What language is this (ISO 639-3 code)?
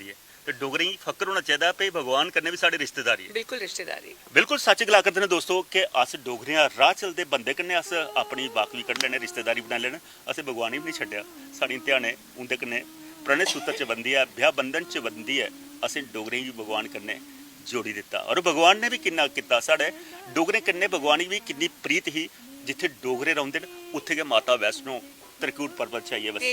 doi